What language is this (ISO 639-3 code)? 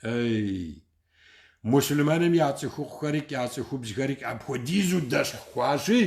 kbd